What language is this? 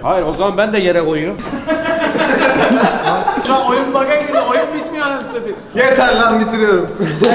Turkish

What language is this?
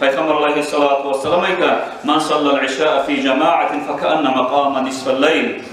Kumyk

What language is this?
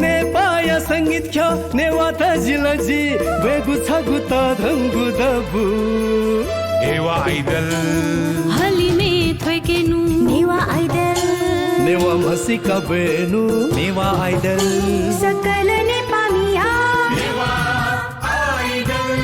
Newari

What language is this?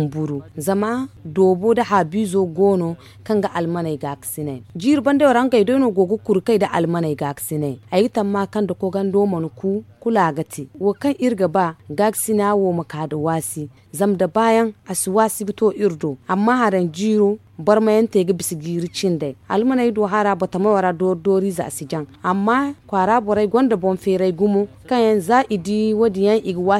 Zarma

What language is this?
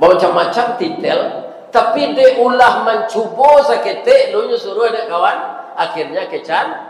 Minangkabau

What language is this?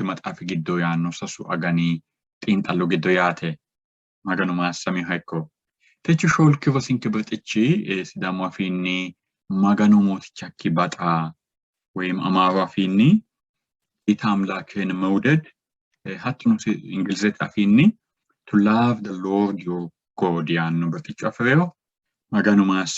Sidamo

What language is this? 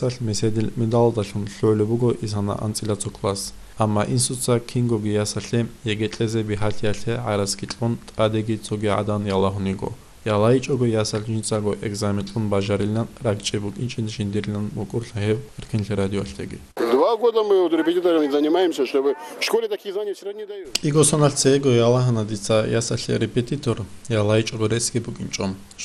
Avaric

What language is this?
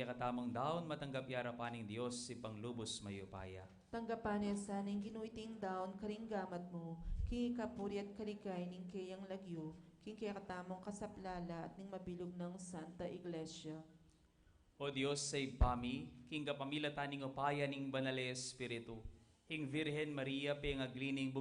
Pampanga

